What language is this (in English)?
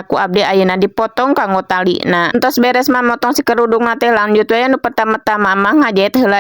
Sundanese